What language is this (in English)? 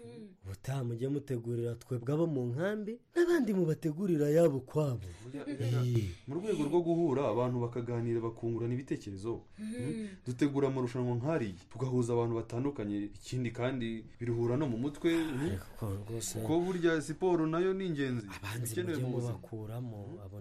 Kinyarwanda